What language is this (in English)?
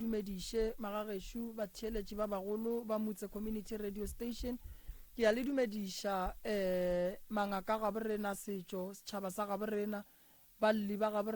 Northern Sotho